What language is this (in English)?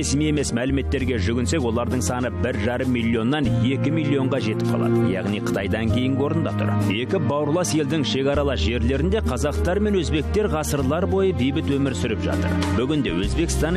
Kazakh